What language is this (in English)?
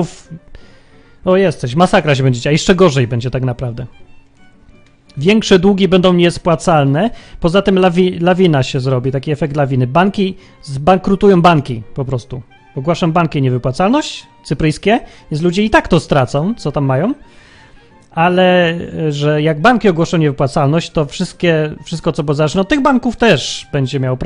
Polish